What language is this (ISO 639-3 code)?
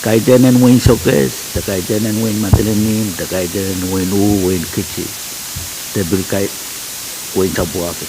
pon